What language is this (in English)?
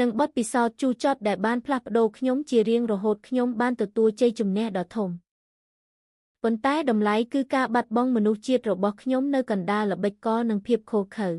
Khmer